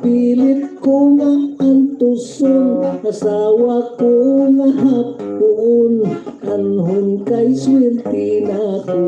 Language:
Hiligaynon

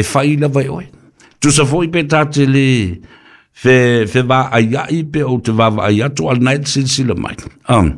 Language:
Samoan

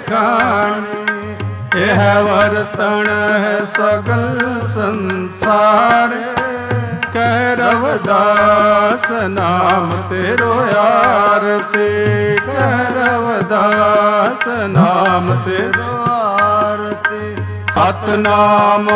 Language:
Punjabi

